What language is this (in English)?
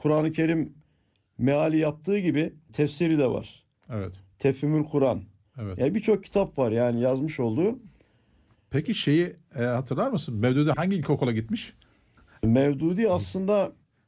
Turkish